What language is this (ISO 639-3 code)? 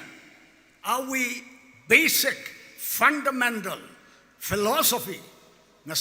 nmf